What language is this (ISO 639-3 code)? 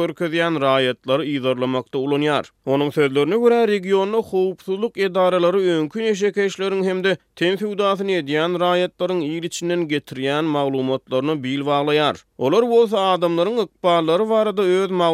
tuk